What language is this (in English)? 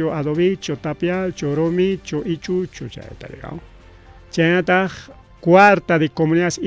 Ayacucho Quechua